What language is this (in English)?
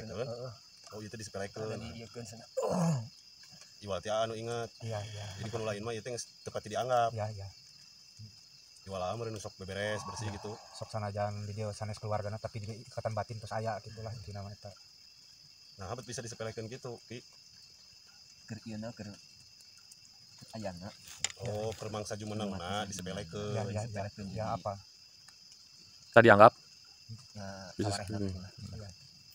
Sundanese